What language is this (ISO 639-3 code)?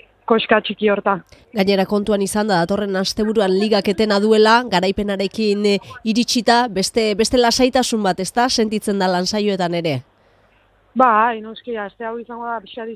eus